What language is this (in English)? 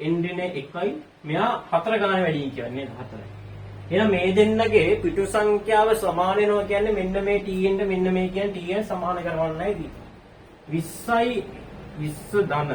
Sinhala